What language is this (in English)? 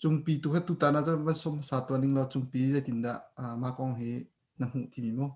Hakha Chin